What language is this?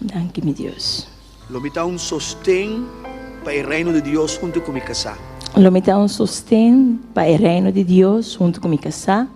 Papiamento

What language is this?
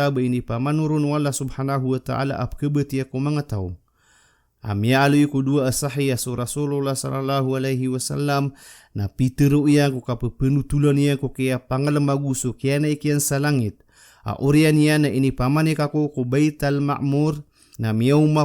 Maranao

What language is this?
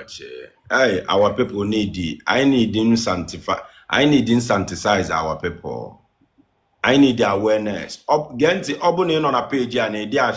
Igbo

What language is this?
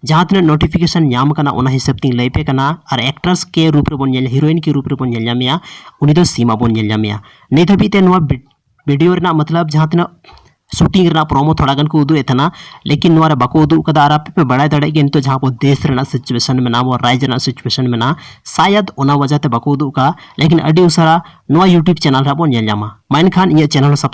Santali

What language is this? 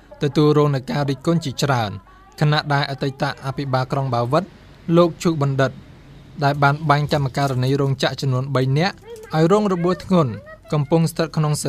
Khmer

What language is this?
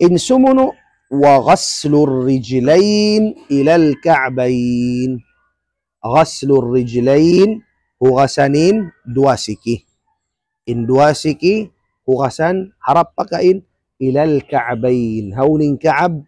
Tausug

